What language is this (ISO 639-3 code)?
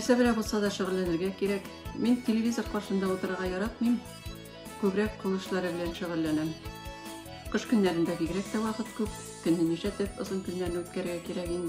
tat